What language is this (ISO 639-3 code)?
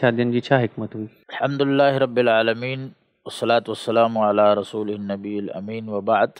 snd